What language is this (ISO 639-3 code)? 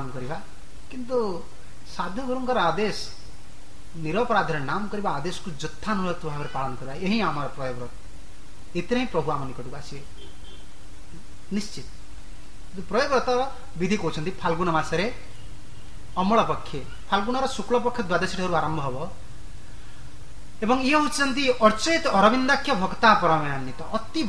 ori